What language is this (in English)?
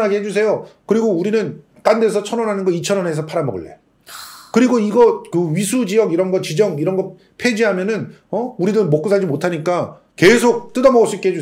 Korean